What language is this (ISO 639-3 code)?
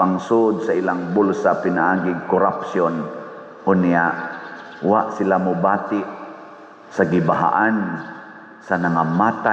ceb